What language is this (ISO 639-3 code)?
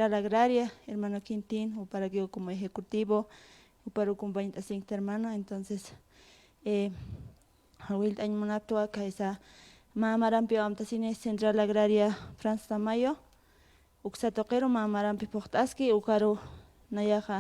aym